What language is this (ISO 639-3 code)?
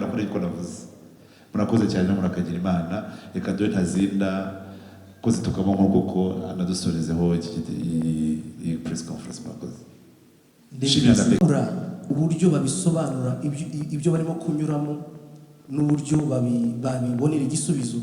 kin